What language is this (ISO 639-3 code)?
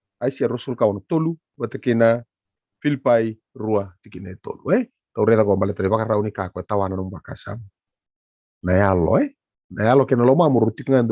fij